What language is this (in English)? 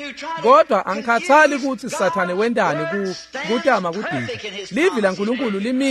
Swati